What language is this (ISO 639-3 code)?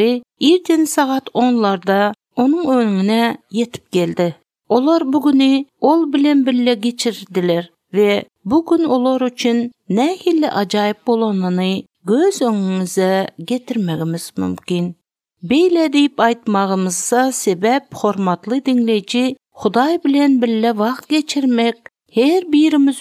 tuk